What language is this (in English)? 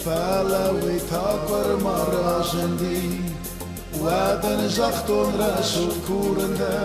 Ossetic